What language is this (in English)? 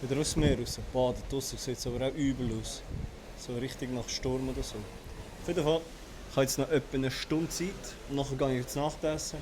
Swiss German